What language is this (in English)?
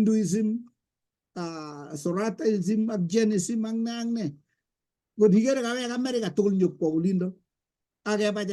Kalenjin